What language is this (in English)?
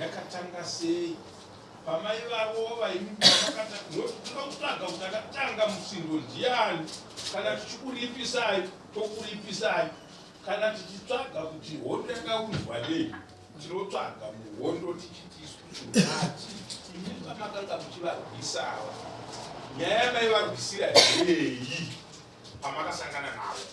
Shona